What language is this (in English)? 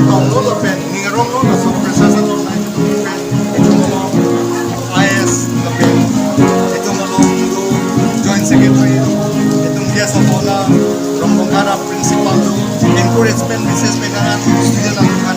Karbi